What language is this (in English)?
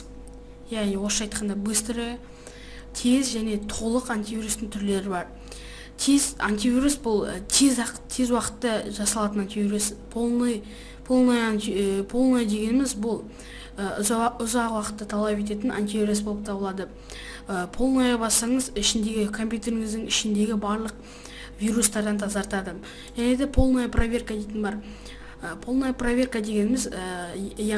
Kazakh